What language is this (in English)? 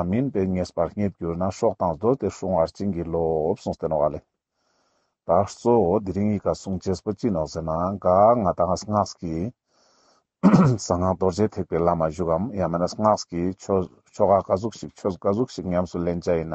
Ladakhi